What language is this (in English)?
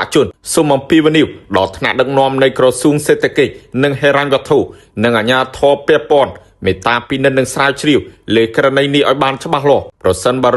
Khmer